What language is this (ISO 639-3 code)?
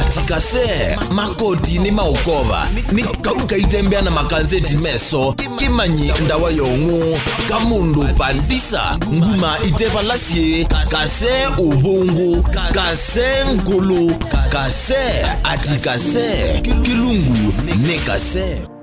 kam